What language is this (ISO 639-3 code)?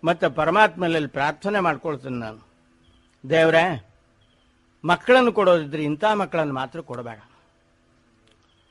kan